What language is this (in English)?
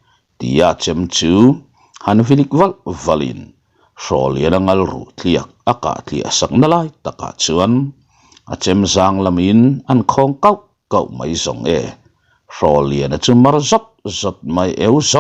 Mizo